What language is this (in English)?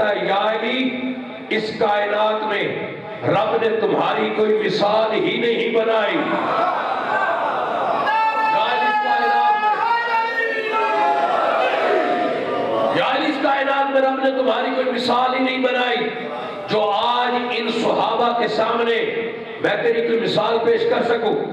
Urdu